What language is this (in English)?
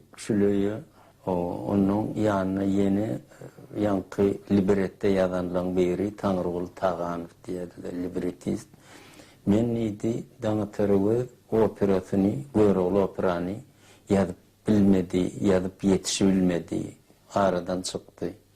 Turkmen